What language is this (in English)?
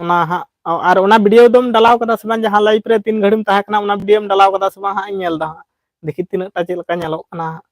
Santali